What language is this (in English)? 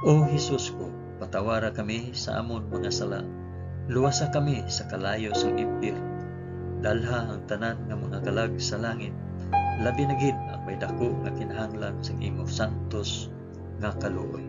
Hiligaynon